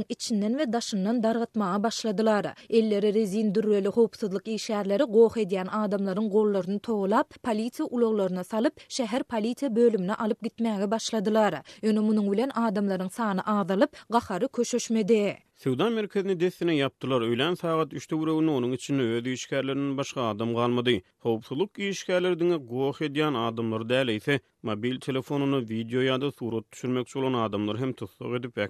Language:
Turkmen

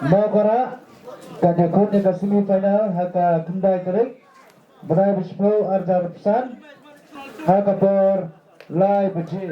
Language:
Khasi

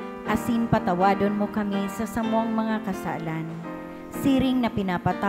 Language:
Bikol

